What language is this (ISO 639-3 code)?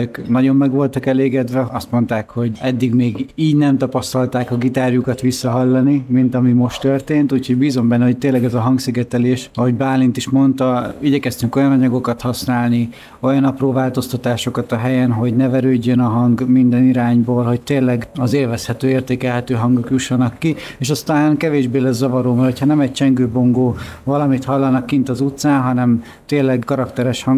hun